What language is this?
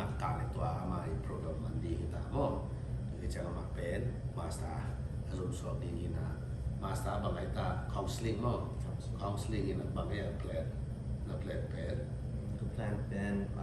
Tedim Chin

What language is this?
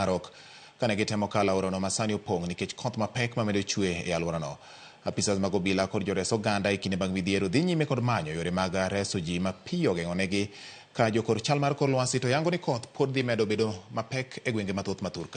Luo (Kenya and Tanzania)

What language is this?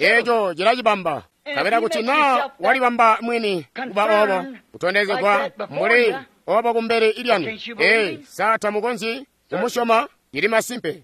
Tonga (Zambia)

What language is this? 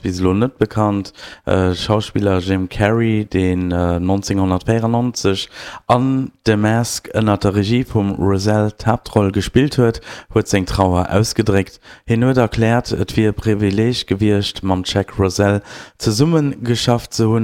Luxembourgish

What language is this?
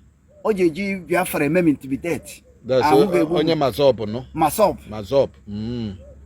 Igbo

